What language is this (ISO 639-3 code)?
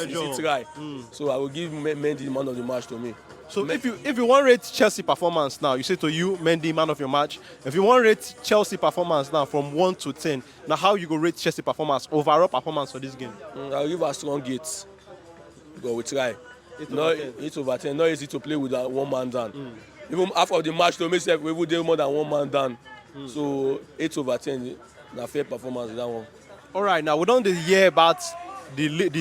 pcm